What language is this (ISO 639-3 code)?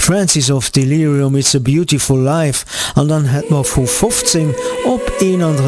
ltz